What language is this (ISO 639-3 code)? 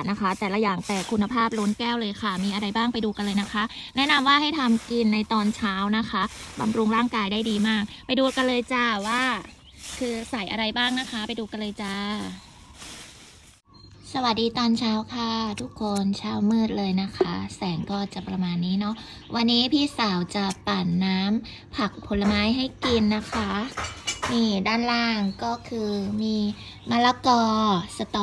tha